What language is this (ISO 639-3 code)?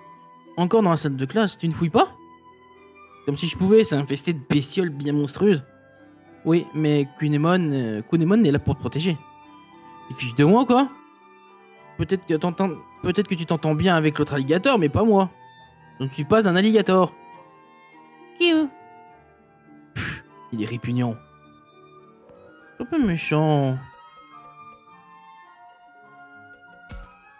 fra